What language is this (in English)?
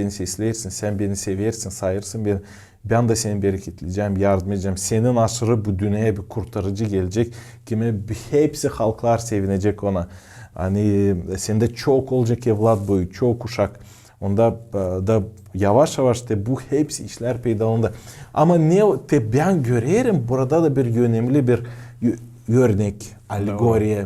Gagauz